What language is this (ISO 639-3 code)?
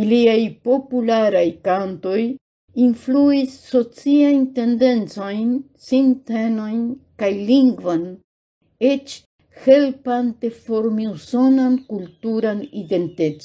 epo